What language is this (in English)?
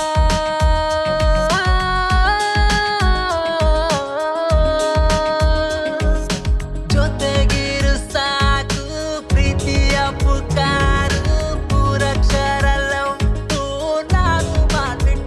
Kannada